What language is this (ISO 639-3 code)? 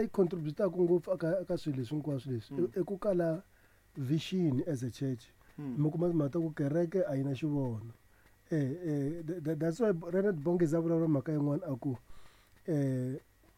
tso